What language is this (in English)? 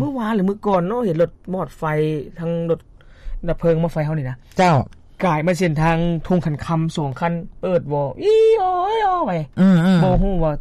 Lao